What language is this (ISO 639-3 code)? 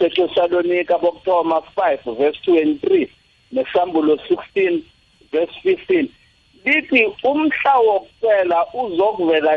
nbl